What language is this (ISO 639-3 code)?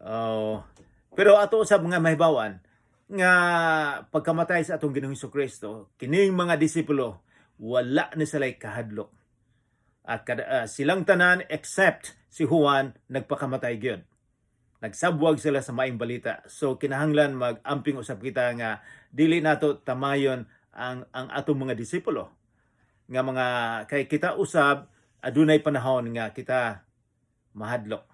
ceb